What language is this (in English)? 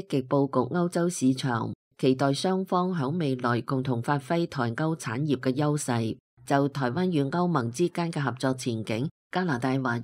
Cantonese